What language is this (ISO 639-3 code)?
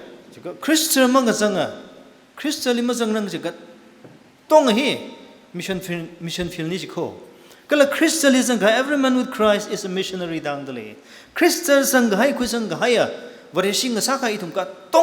nmf